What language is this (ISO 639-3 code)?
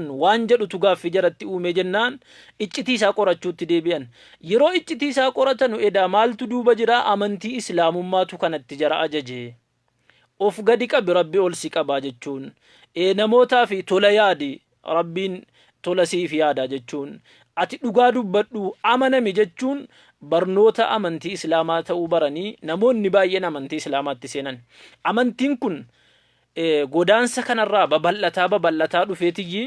orm